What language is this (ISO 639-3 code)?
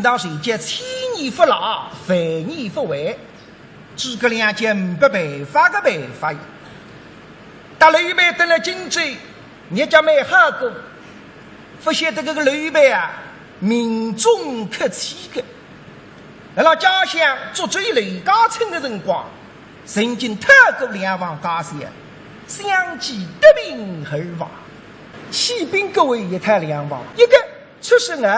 wuu